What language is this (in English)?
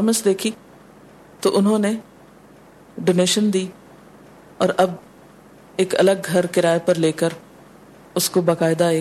Urdu